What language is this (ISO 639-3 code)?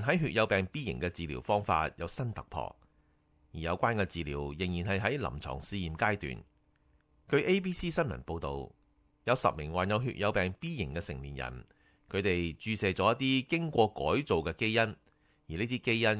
yue